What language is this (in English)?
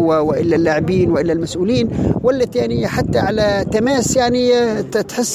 Tunisian Arabic